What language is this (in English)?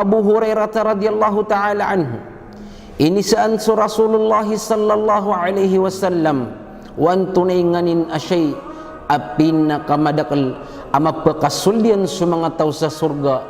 Maranao